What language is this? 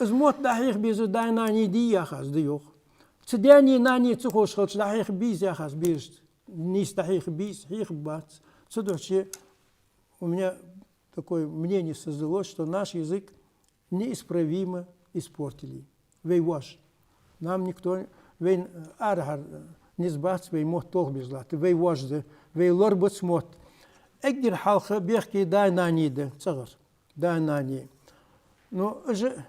Ingush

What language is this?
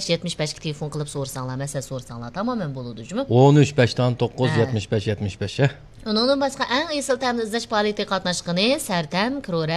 Uyghur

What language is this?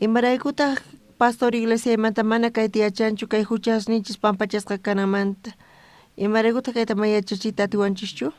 South Bolivian Quechua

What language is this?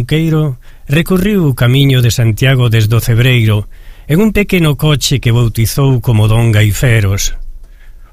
Galician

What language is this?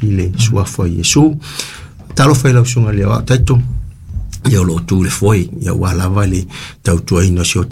Samoan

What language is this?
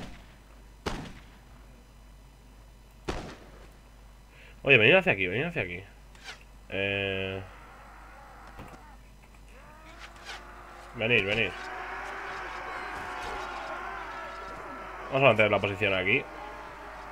Spanish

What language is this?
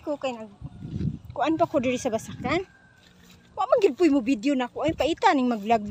Cebuano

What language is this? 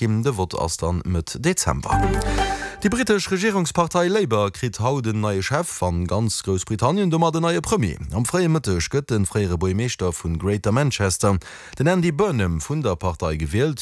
Luxembourgish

